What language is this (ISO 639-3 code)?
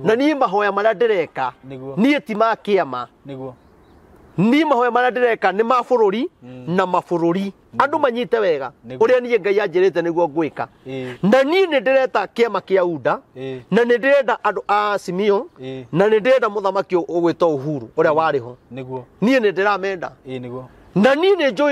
kik